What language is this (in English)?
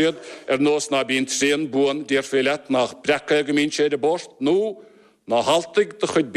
Irish